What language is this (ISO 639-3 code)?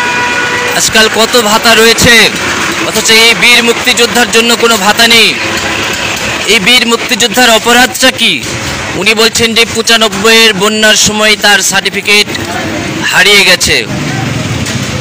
ben